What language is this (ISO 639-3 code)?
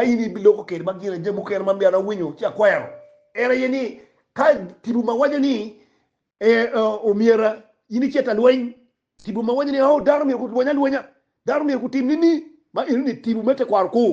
ach